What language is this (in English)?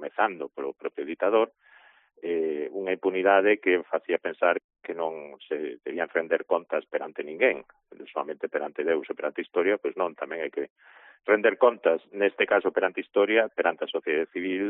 Galician